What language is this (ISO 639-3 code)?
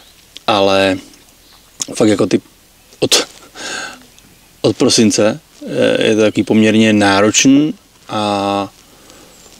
ces